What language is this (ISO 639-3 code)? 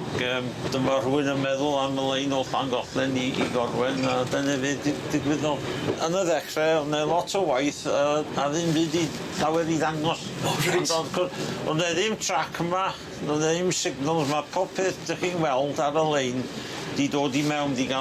cym